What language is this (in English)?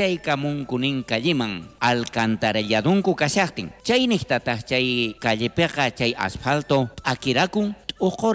South Bolivian Quechua